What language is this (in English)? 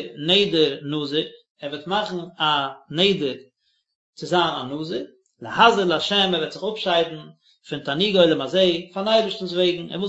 Yiddish